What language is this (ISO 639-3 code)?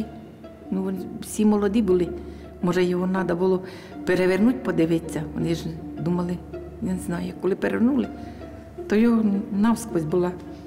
ukr